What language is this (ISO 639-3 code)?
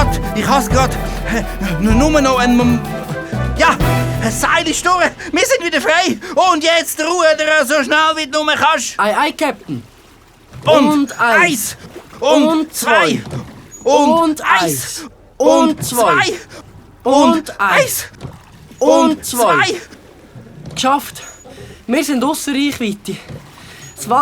gsw